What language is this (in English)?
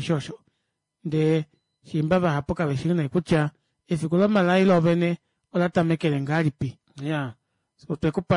Kuanyama